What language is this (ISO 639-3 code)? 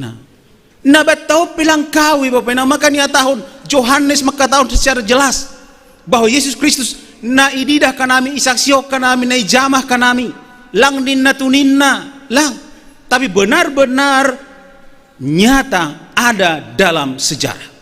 bts